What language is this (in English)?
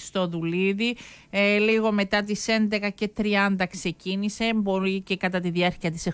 Greek